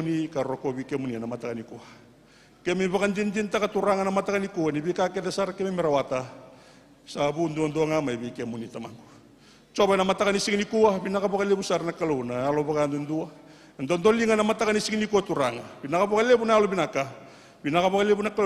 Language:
Fijian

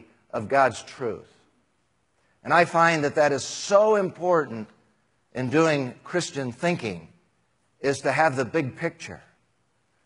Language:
English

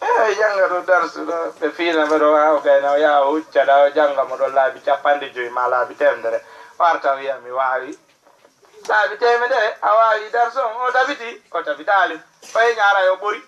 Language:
Fula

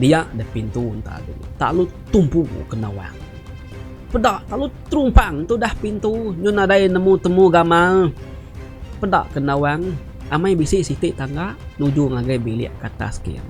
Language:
Iban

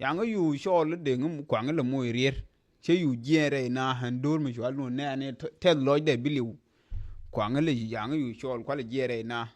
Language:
Nuer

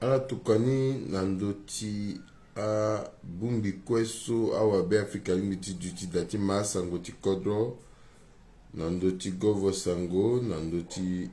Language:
Sango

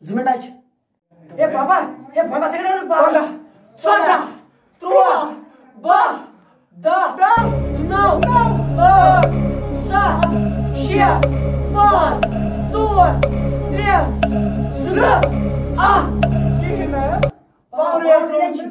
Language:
Kashmiri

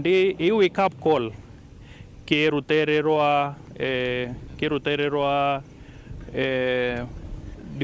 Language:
Meru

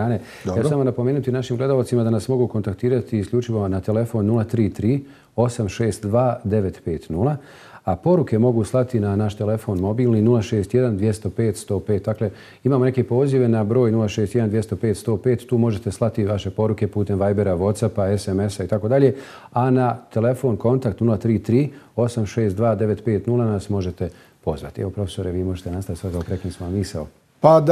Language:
Bosnian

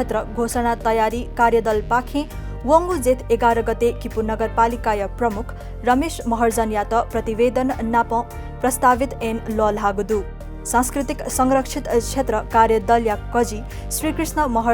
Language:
Newari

